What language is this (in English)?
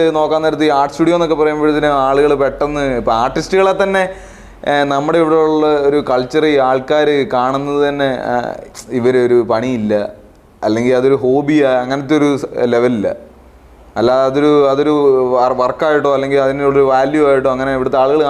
Malayalam